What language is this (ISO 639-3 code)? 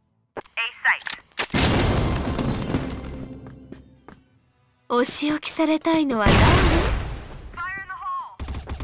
jpn